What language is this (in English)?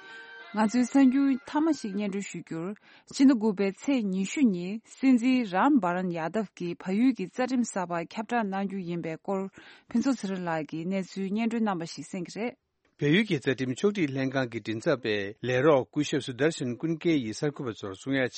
Tibetan